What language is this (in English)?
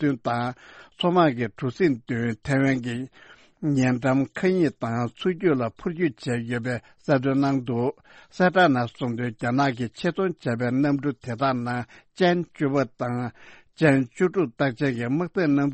Tibetan